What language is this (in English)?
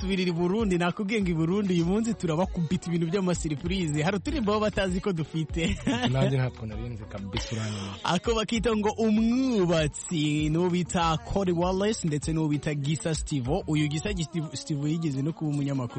Kinyarwanda